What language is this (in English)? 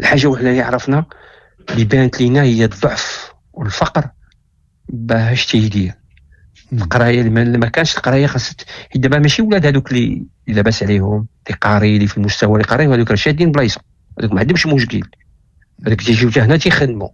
Moroccan Arabic